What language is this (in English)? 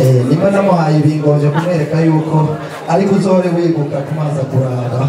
Rundi